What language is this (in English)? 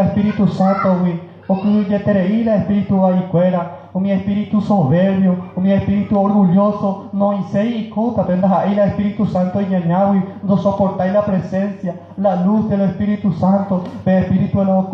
Guarani